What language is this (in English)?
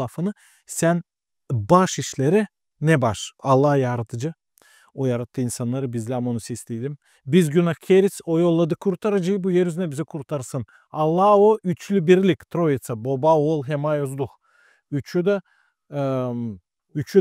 Gagauz